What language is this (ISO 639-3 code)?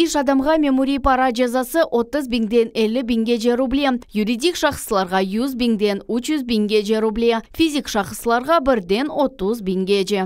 crh